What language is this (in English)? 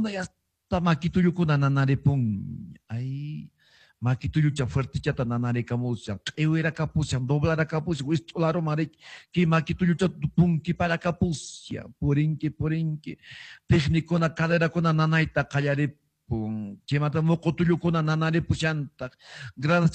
Quechua